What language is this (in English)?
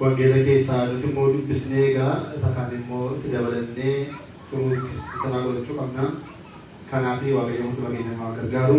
Oromo